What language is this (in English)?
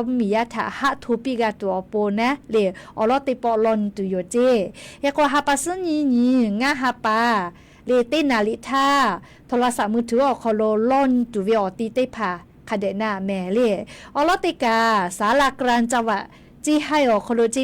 Lahu